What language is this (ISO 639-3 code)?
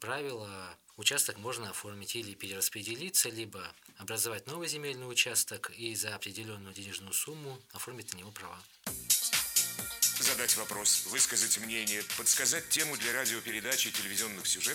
rus